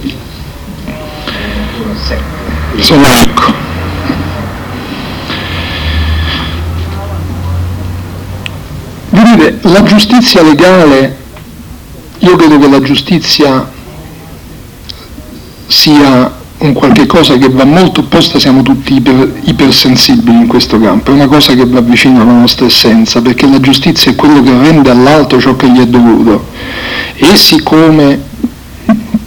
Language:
Italian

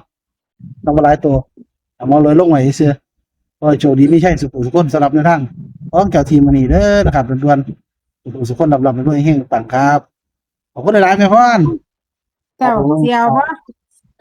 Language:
Northeastern Thai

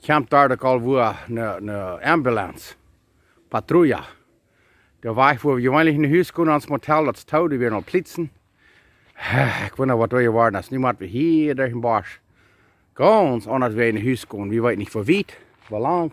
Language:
Plautdietsch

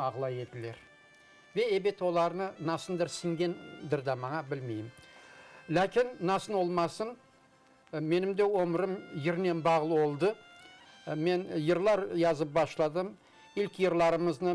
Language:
Crimean Tatar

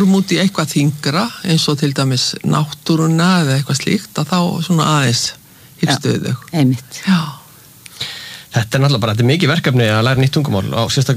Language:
Icelandic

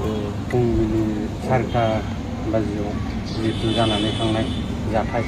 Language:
Bodo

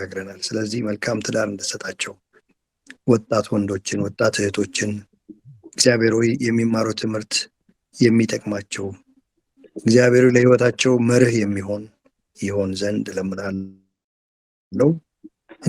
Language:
Amharic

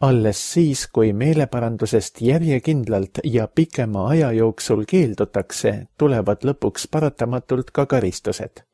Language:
Estonian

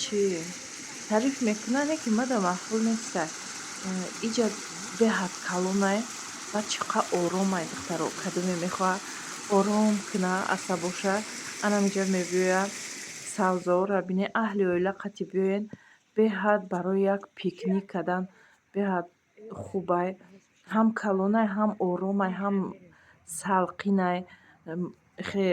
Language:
Tajik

